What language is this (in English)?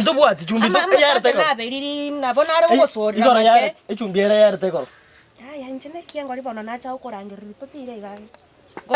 Gusii